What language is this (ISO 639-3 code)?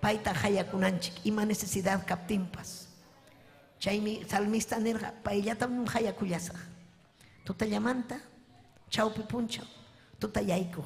quy